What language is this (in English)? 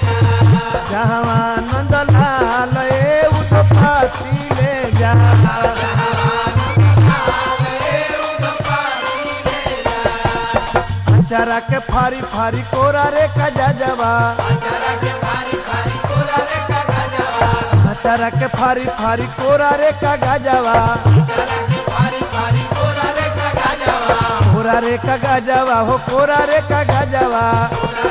Bhojpuri